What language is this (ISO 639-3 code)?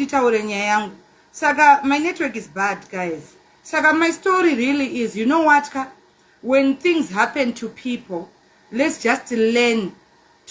sna